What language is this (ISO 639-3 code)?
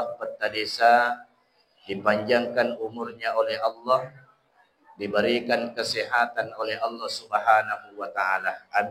bug